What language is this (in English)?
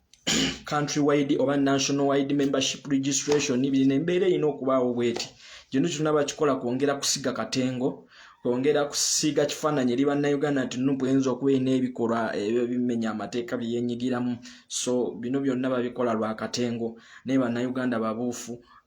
Ganda